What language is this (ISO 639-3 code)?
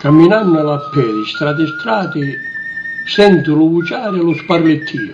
scn